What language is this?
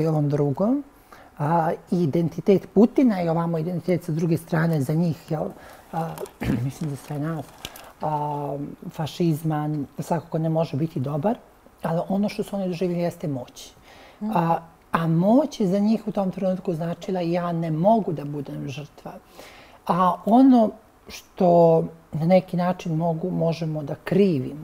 Bosnian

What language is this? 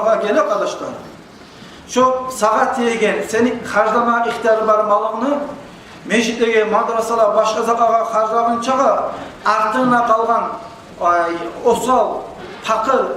Kumyk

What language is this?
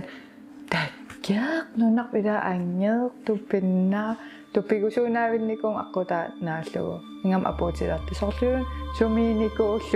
Kalaallisut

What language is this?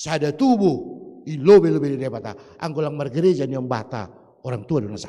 Batak Simalungun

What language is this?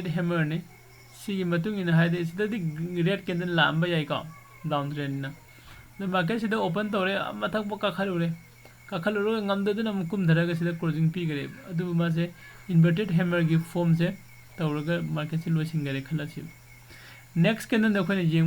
Manipuri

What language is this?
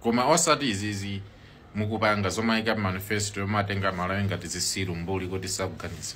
Nyanja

